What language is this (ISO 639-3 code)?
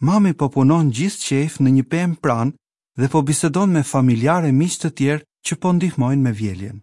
sqi